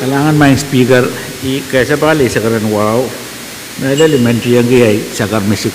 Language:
Pohnpeian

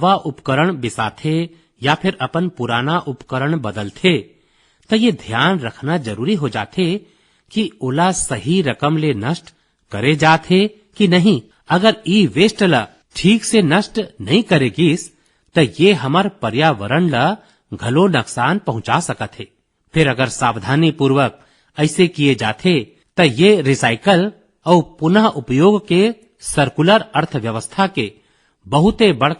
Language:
Chhattisgarhi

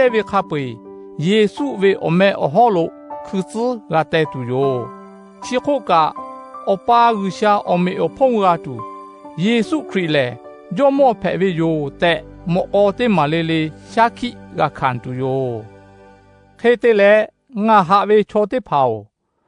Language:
Lahu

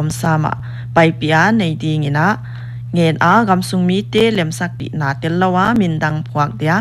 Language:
Paite Chin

